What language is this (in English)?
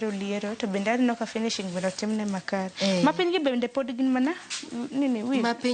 Luo (Kenya and Tanzania)